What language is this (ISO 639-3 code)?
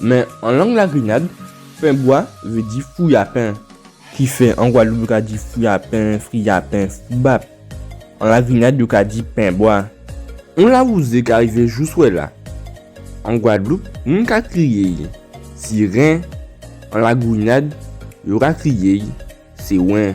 gcf